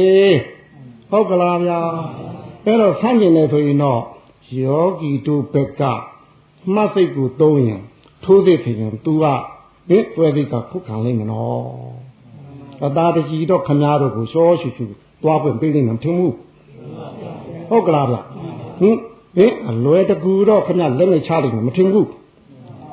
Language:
Burmese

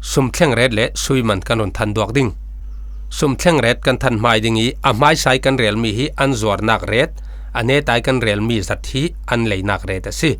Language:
Falam Chin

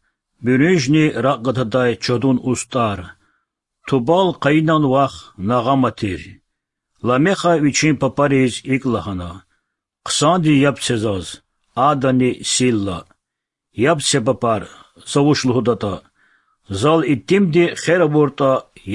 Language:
Lezghian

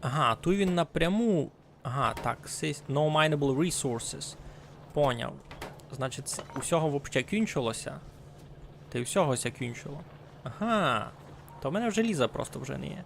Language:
Rusyn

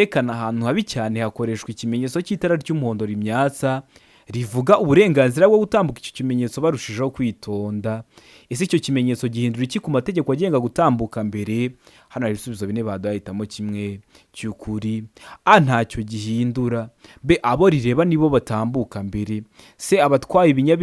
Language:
Kinyarwanda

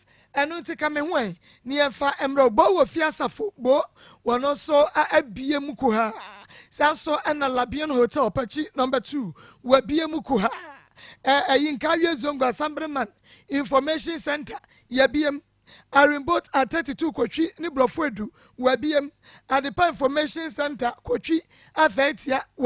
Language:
Akan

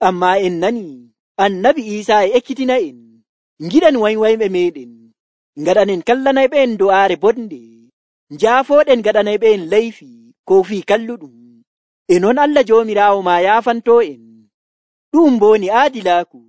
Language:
Nigerian Fulfulde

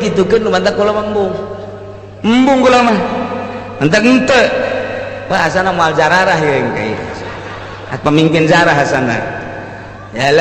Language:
Sundanese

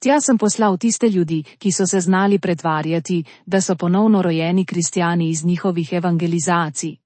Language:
Slovenian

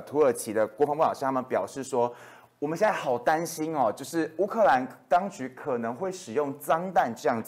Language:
Chinese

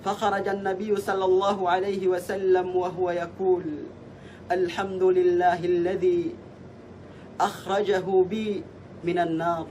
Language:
Yakan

